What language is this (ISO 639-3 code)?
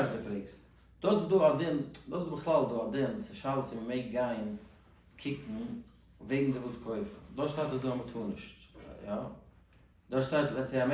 yid